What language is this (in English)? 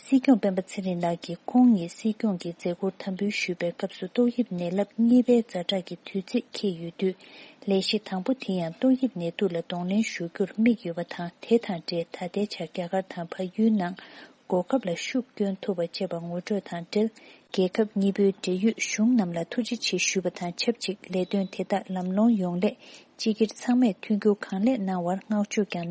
Tibetan